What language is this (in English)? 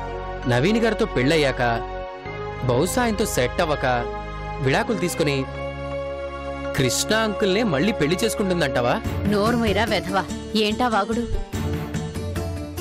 Telugu